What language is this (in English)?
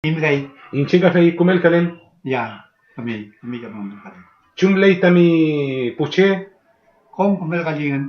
Mapuche